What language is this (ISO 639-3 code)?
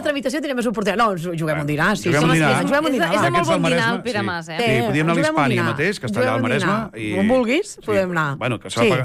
cat